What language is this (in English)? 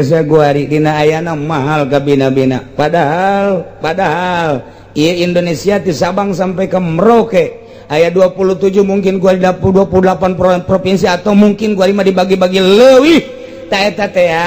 Sundanese